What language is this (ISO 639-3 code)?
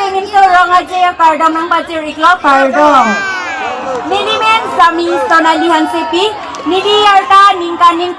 mjw